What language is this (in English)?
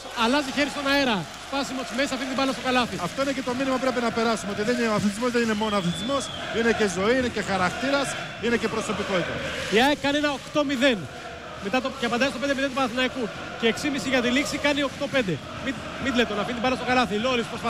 Greek